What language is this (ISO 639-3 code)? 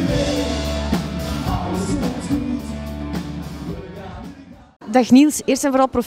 nld